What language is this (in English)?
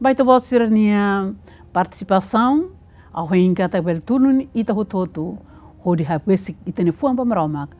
Tetum